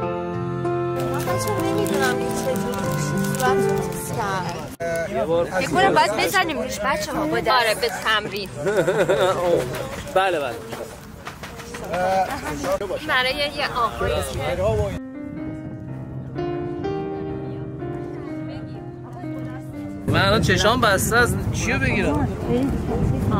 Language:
Persian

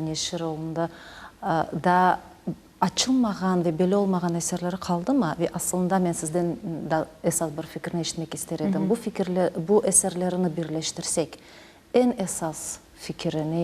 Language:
Crimean Tatar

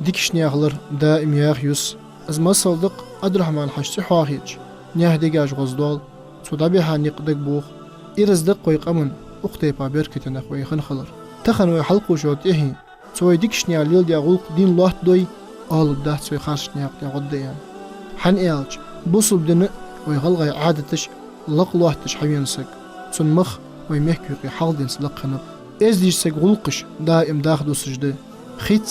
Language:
Ingush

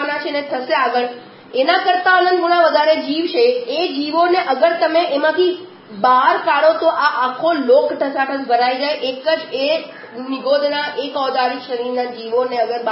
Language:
Gujarati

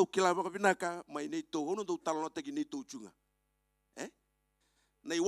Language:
Fijian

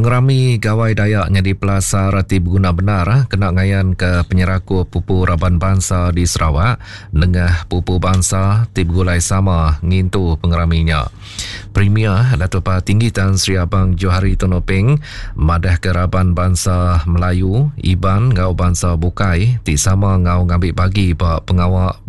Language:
Iban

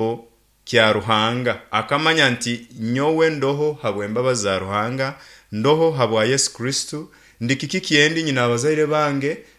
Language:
Nyankole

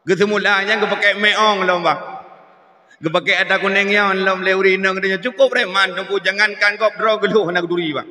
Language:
Achinese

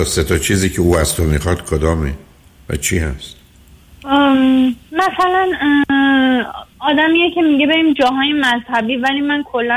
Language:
Persian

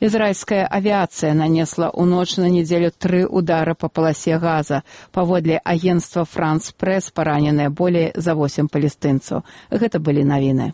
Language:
Belarusian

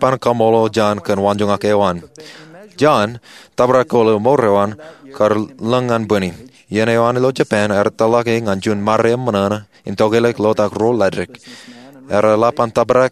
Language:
Marshallese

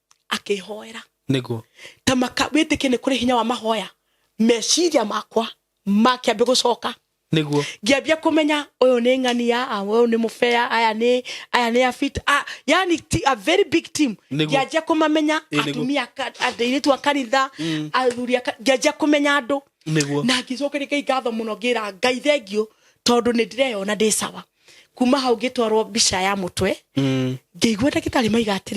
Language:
Kikuyu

